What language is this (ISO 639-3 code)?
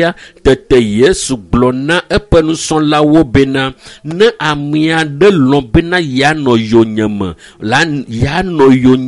ewe